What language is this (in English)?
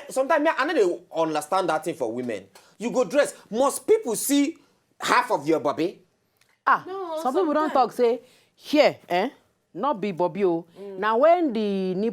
Nigerian Pidgin